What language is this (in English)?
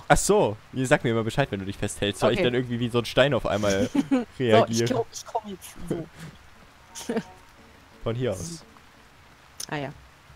German